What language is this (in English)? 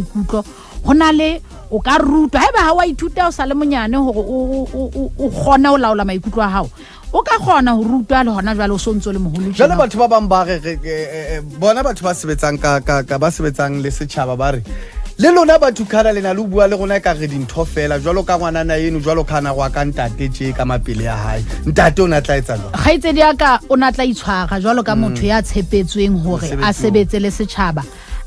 Southern Sotho